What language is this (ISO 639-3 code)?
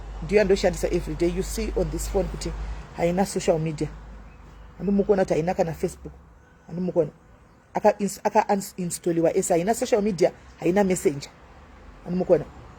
sna